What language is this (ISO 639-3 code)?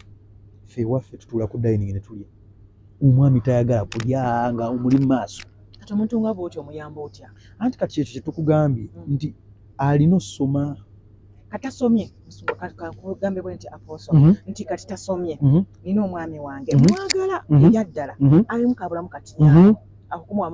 lug